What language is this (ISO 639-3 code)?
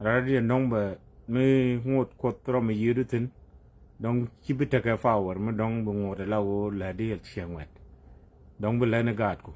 nus